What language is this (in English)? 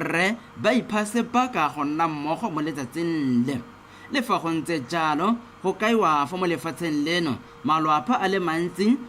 Tswana